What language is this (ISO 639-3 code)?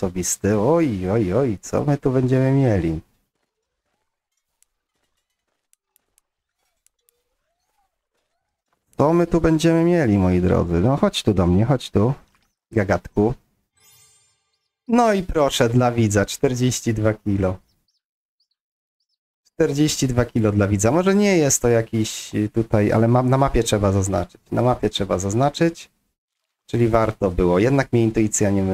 pol